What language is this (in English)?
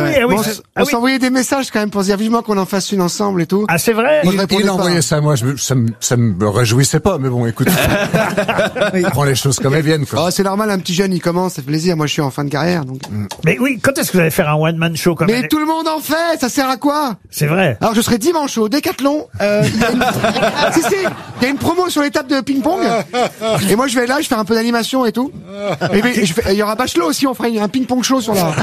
French